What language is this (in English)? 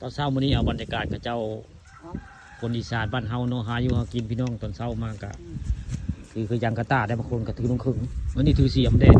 Northeastern Thai